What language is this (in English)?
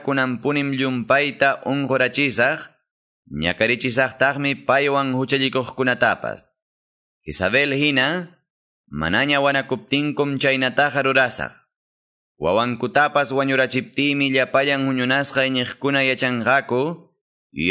Ayacucho Quechua